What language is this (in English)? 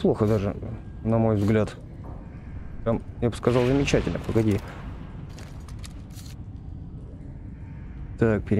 Russian